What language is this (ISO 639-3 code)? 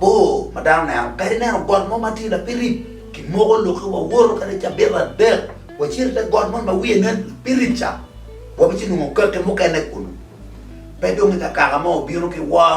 ach